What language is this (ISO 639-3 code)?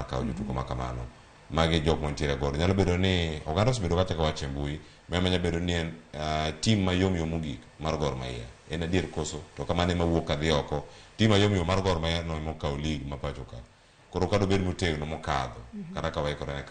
luo